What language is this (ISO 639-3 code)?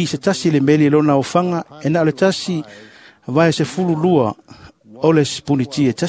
smo